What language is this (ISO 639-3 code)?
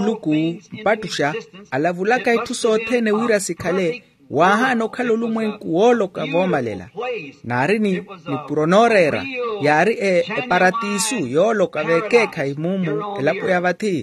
vmw